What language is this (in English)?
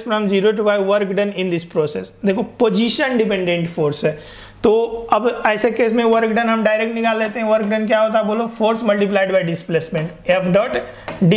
Hindi